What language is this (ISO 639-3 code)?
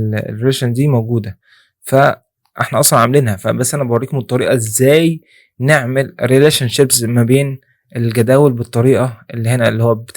arz